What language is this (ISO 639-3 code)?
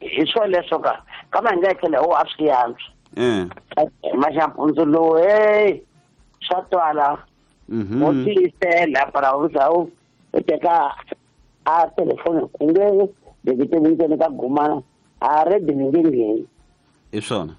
tso